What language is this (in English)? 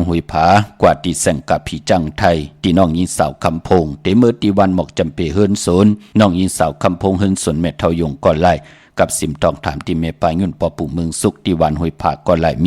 Shan